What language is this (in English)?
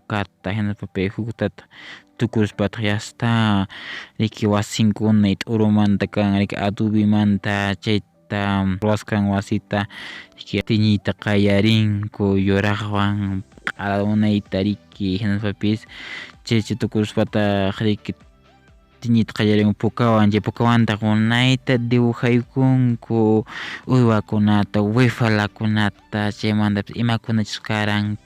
Quechua